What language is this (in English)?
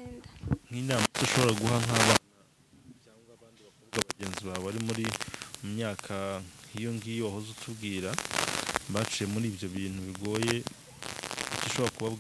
Kinyarwanda